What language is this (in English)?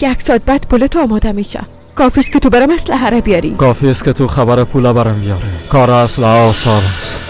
Persian